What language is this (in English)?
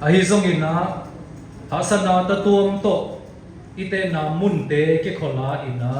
Siyin Chin